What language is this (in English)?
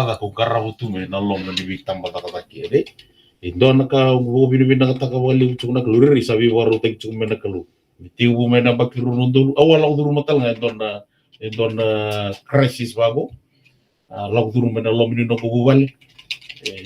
Fijian